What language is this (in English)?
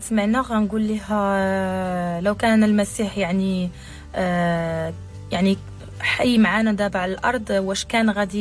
Moroccan Arabic